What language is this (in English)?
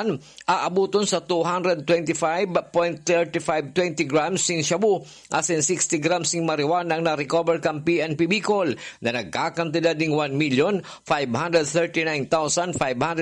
Bikol